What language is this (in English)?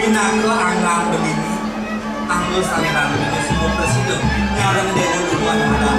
Balinese